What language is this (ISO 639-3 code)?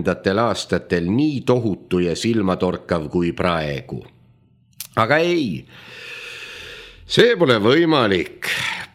est